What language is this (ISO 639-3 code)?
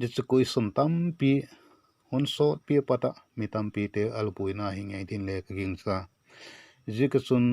vap